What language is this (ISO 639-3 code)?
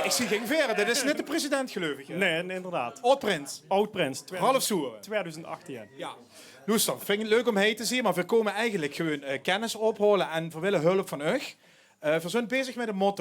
lim